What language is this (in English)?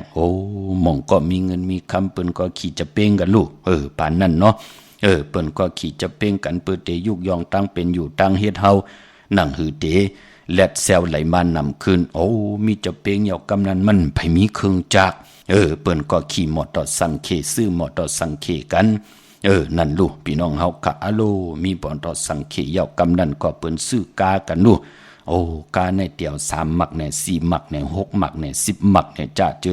Shan